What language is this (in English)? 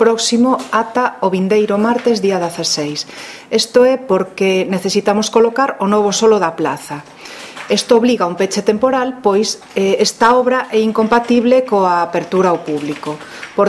Galician